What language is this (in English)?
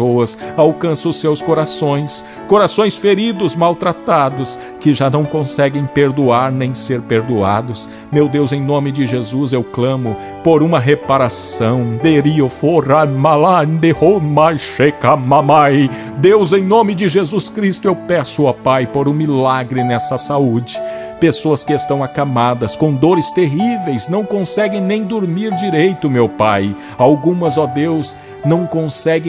Portuguese